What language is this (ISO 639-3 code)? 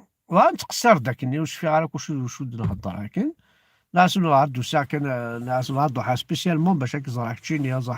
kab